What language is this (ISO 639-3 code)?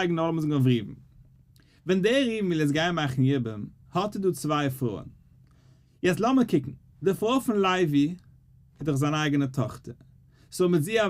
yid